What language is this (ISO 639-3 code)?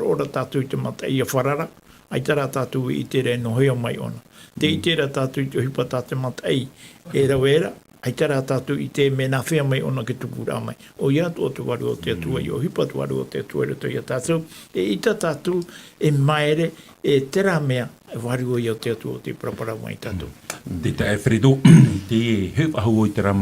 tah